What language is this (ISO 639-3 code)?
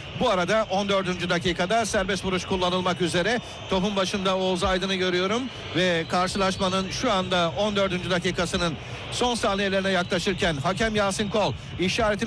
tur